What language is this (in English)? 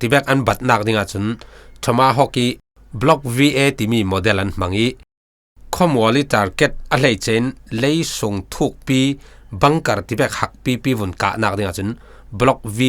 Falam Chin